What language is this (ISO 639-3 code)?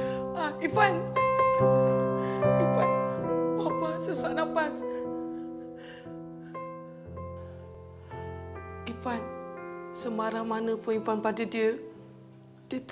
msa